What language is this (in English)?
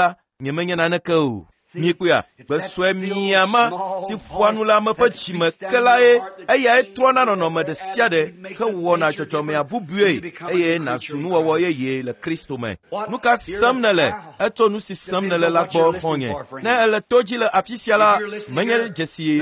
Ewe